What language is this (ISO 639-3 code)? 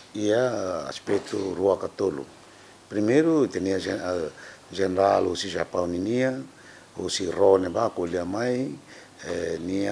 tet